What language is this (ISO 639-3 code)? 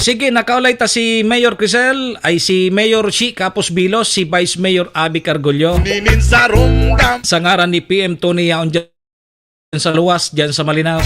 bik